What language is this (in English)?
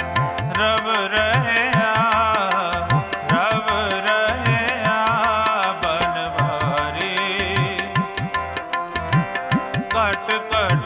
Punjabi